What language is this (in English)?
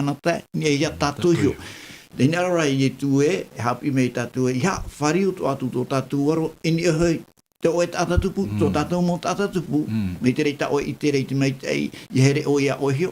Tahitian